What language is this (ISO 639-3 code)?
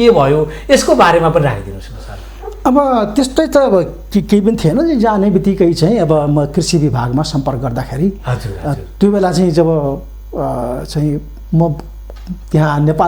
nep